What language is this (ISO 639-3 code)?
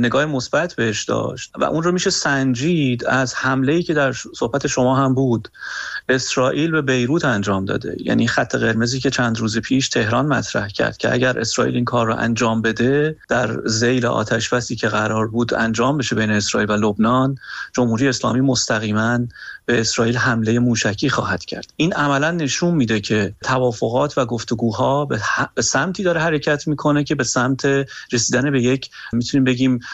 fas